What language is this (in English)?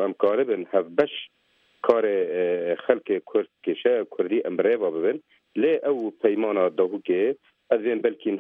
Kurdish